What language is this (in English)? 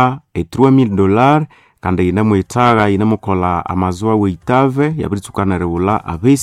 Nande